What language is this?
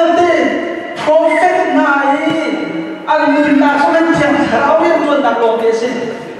Hakha Chin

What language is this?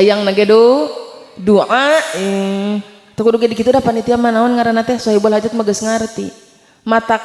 Sundanese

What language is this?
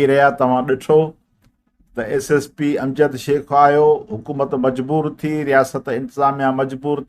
Sindhi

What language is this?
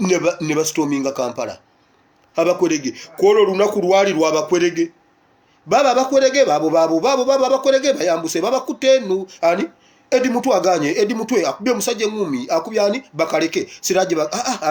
Ganda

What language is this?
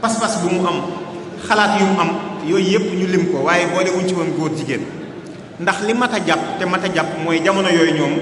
Wolof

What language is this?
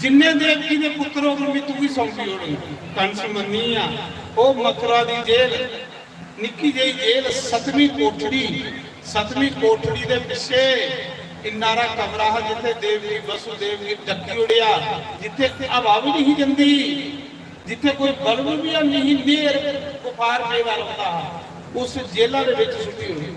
Dogri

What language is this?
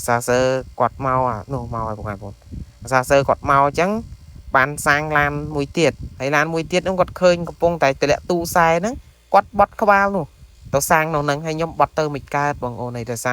Khmer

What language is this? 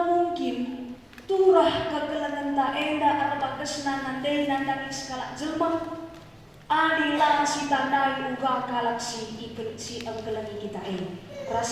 Batak Karo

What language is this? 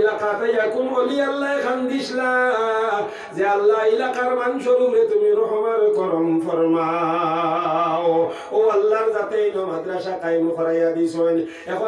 Sylheti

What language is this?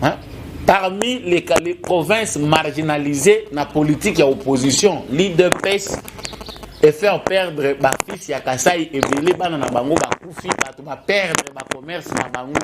Lingala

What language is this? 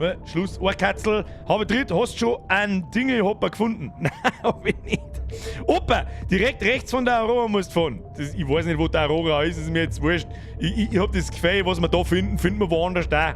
Bavarian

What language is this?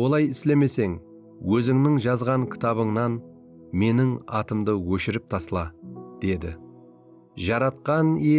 Kara-Kalpak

